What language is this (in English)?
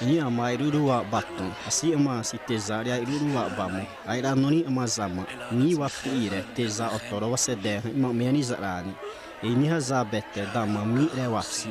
Xavánte